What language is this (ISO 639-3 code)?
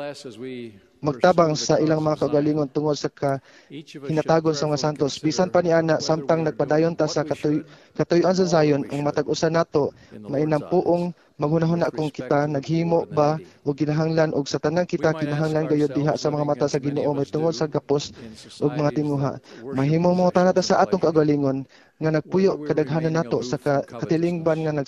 ceb